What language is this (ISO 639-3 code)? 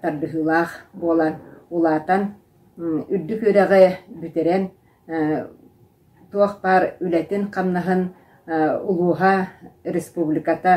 sah